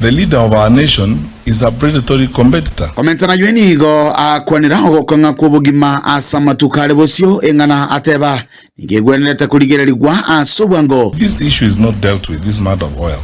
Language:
Gusii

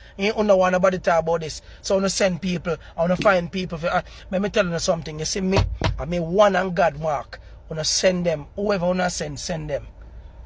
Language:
Jamaican Creole English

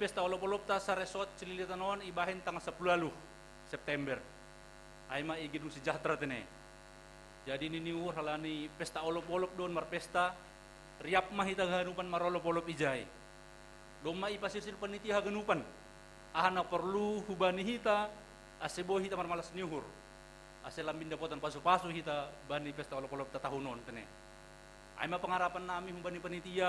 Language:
Batak Simalungun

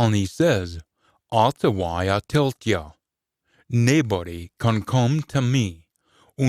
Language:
Scots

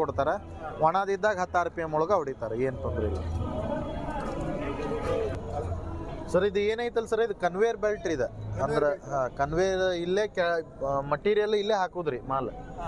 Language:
Kannada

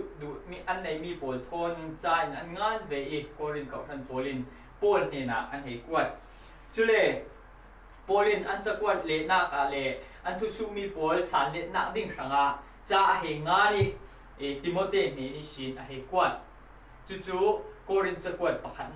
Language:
Falam Chin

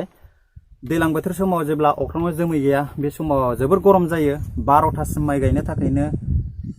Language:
Bodo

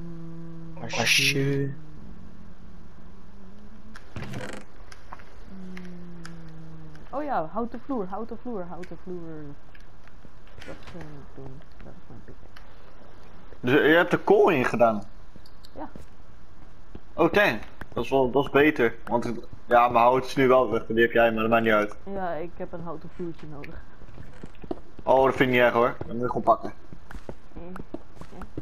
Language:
Dutch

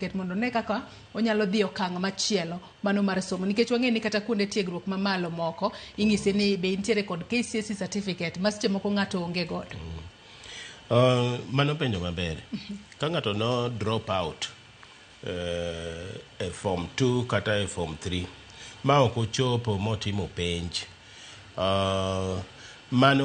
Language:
Luo (Kenya and Tanzania)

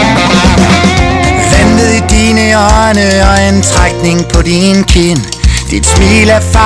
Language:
Danish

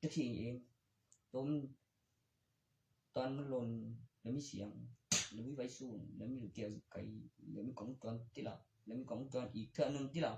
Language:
Northeastern Thai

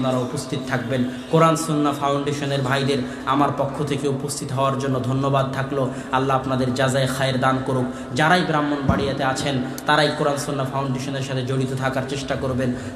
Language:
Bangla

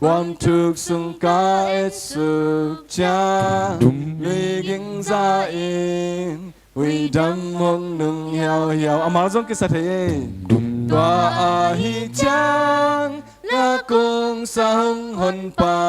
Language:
Tedim Chin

